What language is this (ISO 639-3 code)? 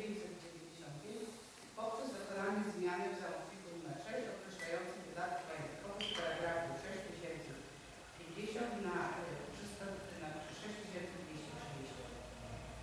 pol